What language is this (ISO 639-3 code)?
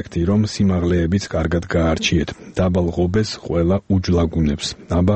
kat